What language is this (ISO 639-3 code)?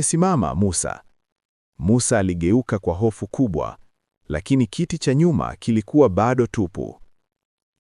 swa